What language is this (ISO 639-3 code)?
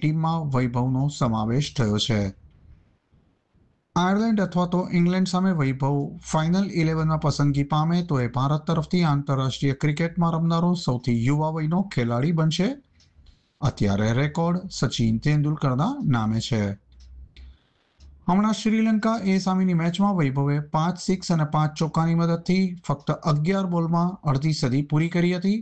guj